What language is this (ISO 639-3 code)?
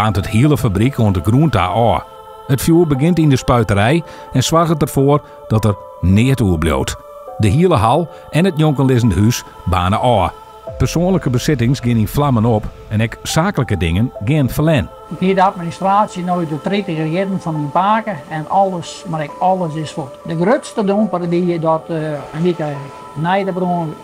fry